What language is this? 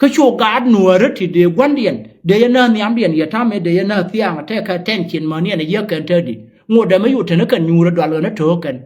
Nuer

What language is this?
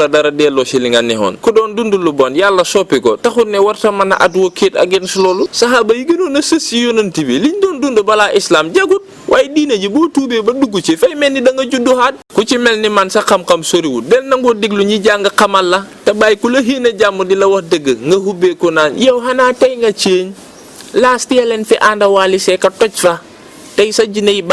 Wolof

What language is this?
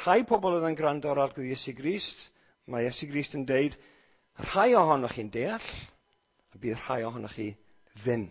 Welsh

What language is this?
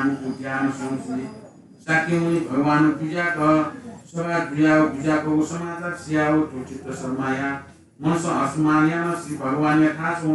Newari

